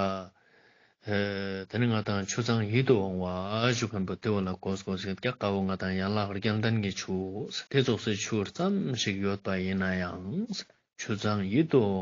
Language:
Ladakhi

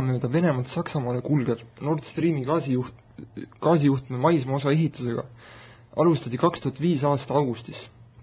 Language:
Estonian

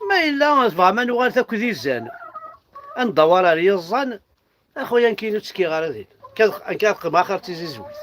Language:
Kabyle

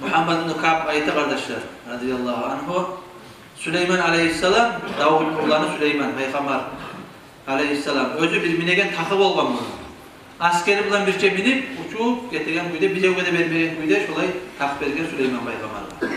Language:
Kumyk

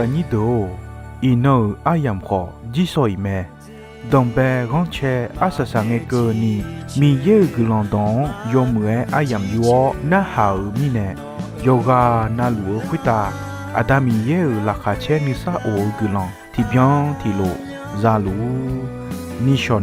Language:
Akha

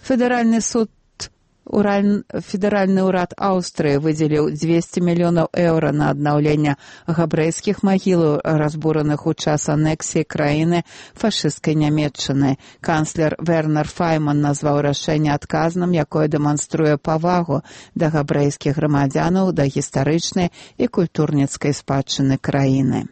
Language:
Belarusian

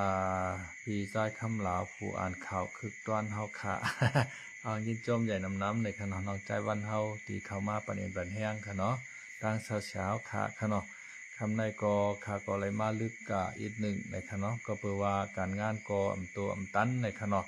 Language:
Shan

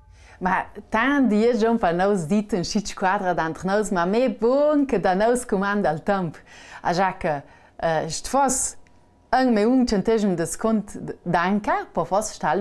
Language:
Ladin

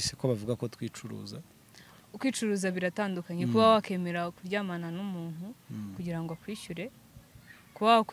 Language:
Kinyarwanda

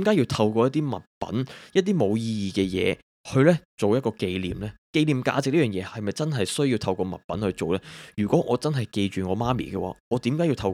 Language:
Cantonese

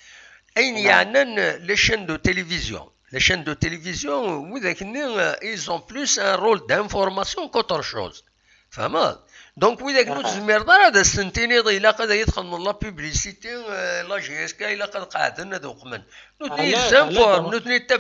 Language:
Kabyle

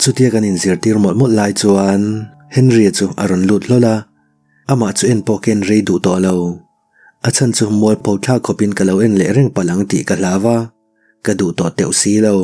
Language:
Mizo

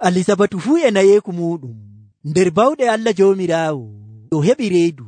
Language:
Nigerian Fulfulde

